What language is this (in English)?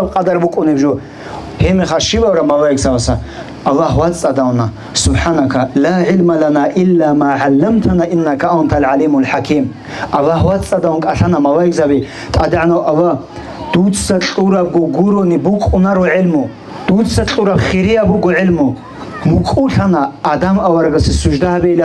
Avaric